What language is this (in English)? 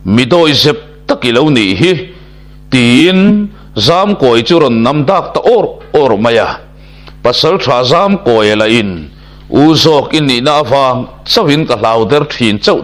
Mizo